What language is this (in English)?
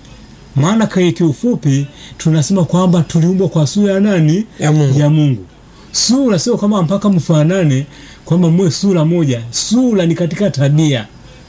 Swahili